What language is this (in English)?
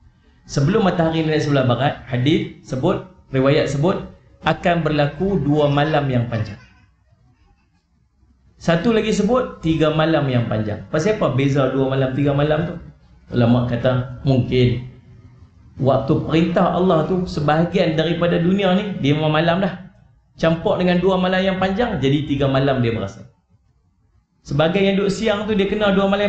Malay